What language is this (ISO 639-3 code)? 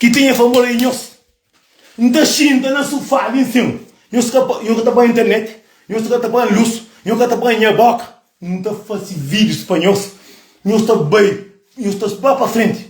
kea